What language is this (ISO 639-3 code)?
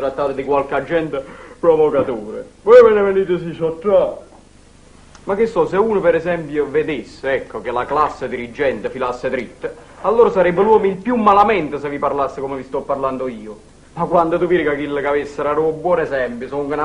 nap